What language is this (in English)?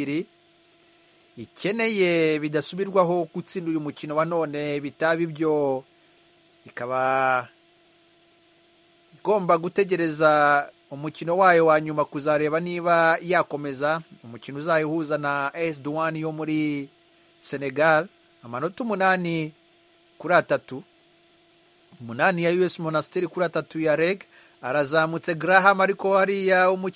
Kinyarwanda